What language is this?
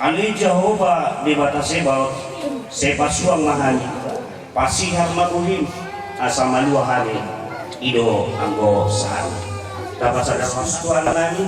Batak Toba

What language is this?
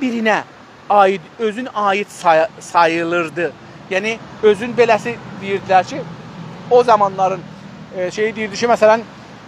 South Azerbaijani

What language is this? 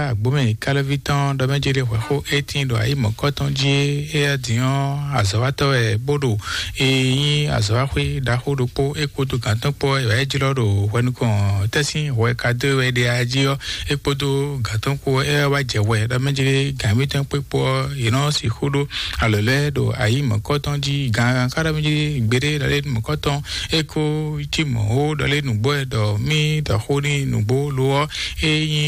Fon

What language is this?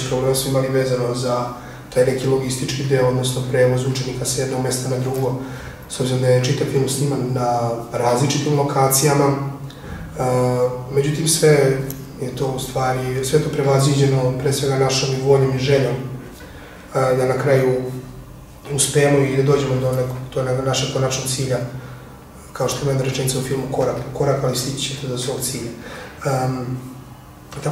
Serbian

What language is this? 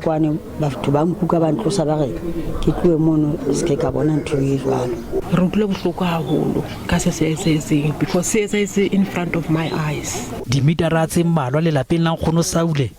Southern Sotho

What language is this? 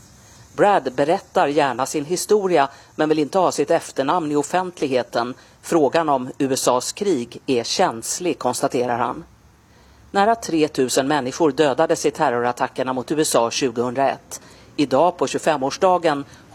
Swedish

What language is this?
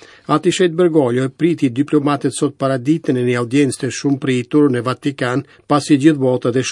Albanian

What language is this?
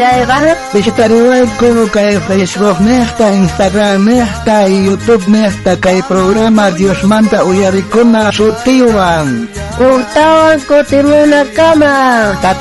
South Bolivian Quechua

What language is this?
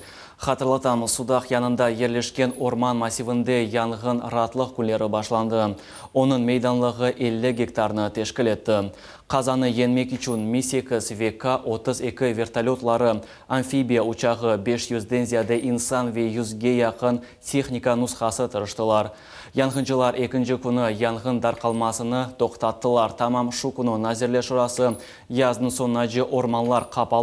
Crimean Tatar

